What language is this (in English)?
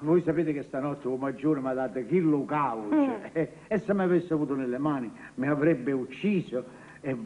Neapolitan